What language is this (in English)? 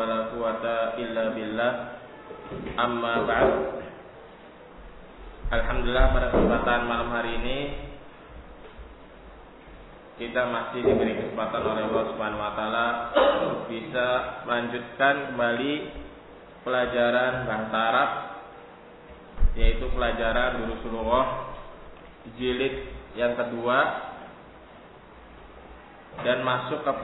Indonesian